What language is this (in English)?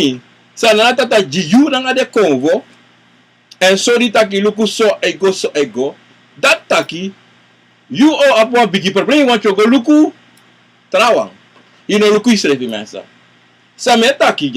Sranan Tongo